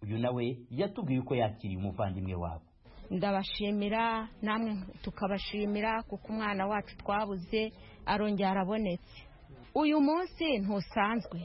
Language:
Kinyarwanda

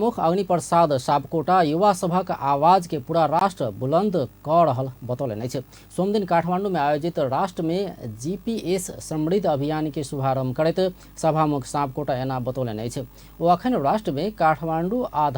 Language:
Maithili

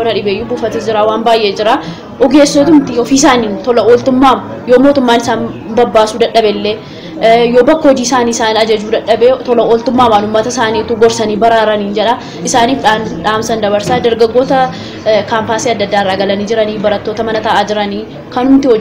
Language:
Oromo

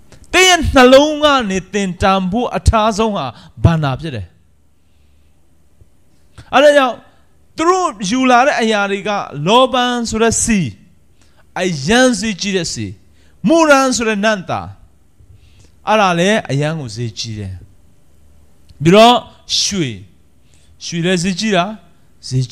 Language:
Burmese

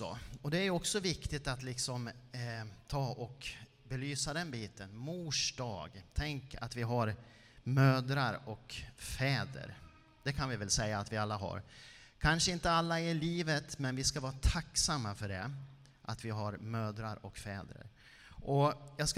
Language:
Swedish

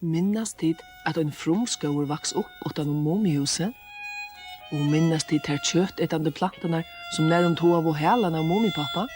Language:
Faroese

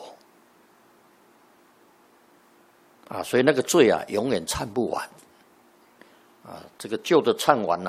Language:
Chinese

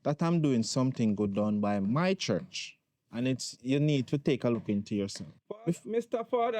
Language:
Jamaican Creole English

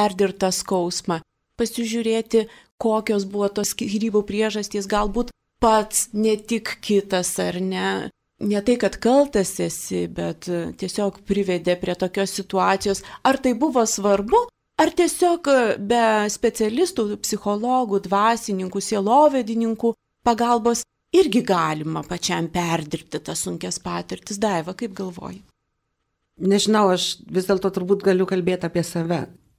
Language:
Lithuanian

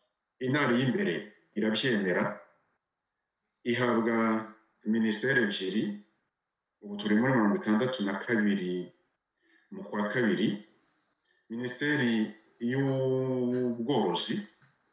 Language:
Kinyarwanda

